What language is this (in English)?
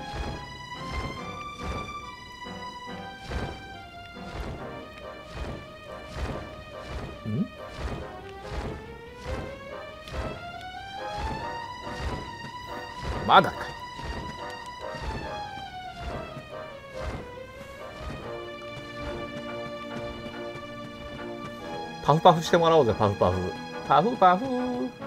Japanese